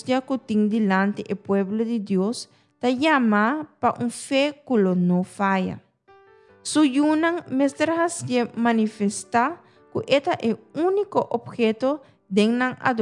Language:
Papiamento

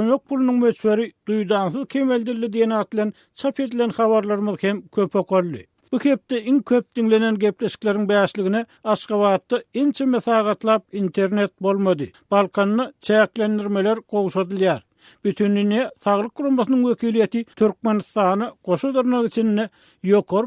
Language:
Turkmen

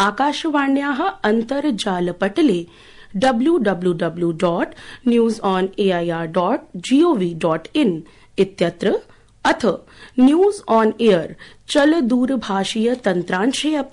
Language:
Sanskrit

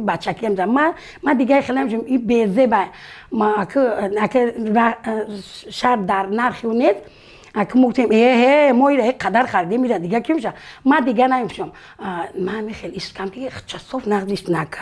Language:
Tajik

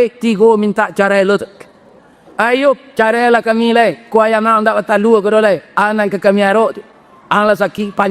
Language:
Minangkabau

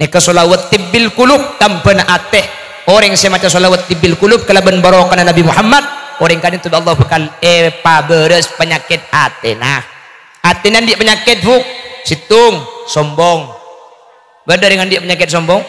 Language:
Madurese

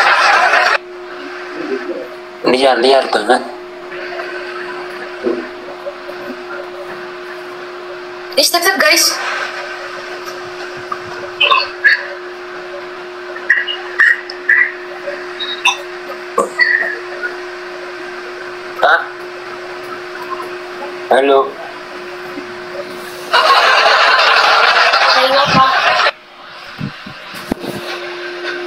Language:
Indonesian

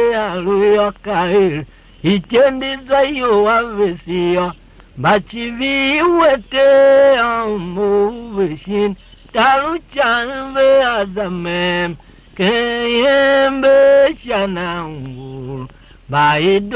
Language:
Tiv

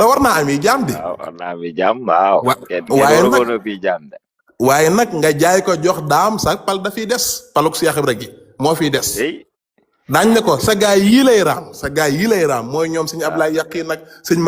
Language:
Wolof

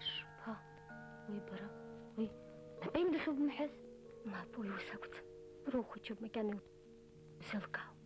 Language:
Abkhazian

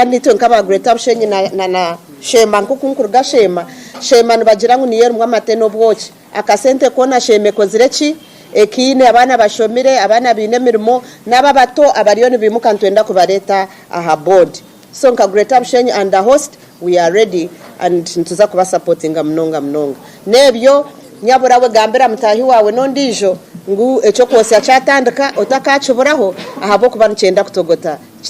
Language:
Nyankole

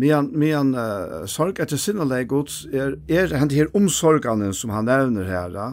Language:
Faroese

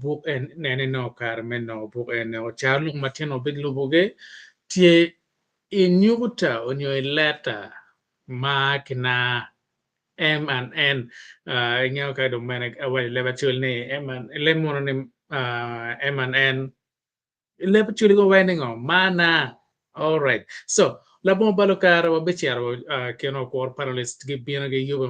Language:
Acoli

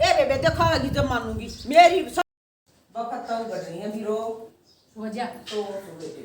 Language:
Haryanvi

